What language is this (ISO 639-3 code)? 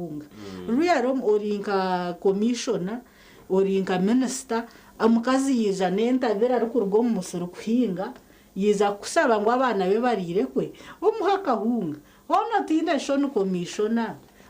nyn